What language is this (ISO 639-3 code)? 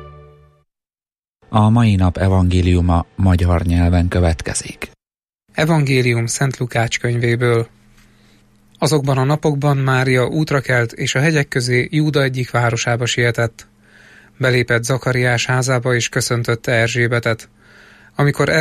hun